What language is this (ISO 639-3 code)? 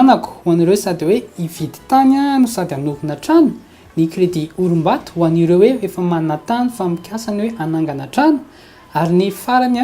mlg